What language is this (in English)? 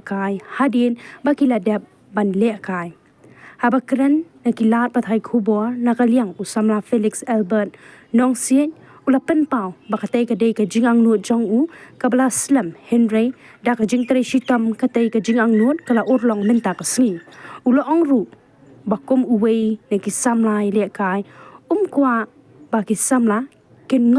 Khasi